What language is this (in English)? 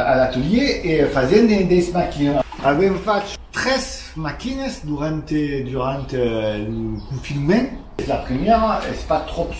Occitan